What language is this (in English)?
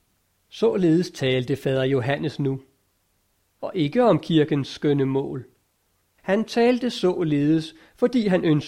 Danish